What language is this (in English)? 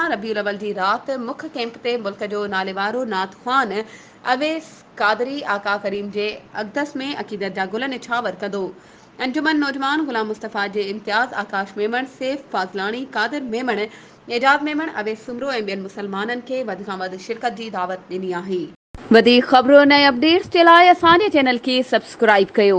Sindhi